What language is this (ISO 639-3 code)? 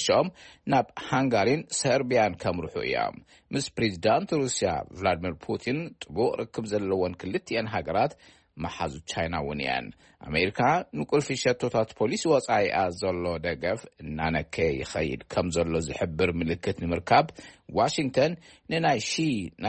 tir